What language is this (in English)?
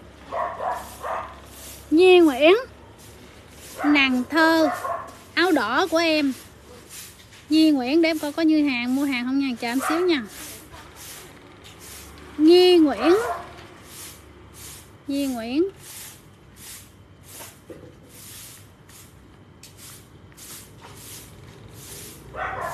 Vietnamese